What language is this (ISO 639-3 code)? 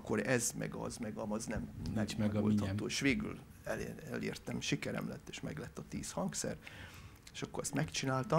hun